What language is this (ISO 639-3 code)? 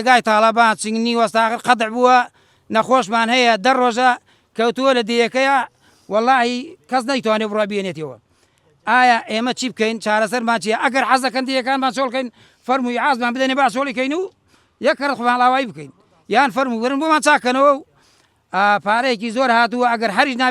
ckb